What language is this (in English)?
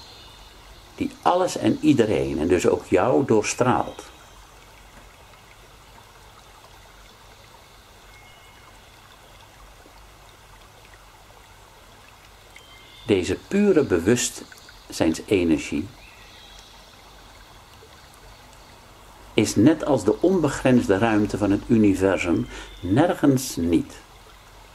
Dutch